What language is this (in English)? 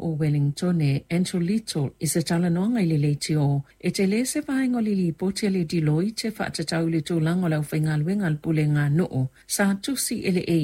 Samoan